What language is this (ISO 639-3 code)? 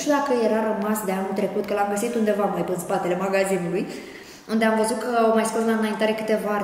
ron